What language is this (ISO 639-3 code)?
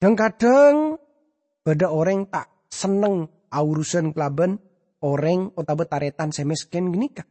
mad